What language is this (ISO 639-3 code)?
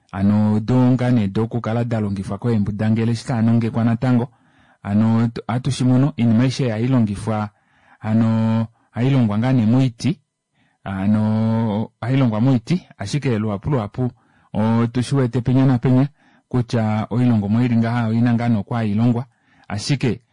kua